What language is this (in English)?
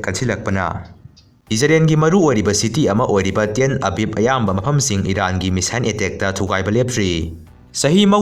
Manipuri